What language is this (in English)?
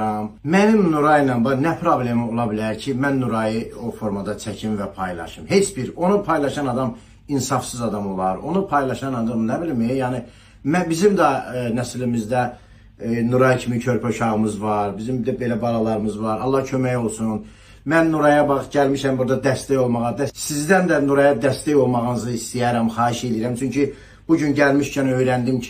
Azerbaijani